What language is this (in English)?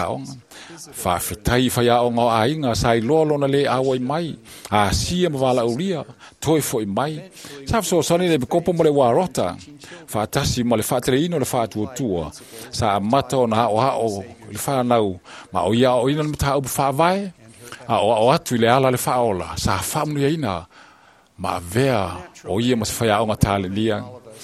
Samoan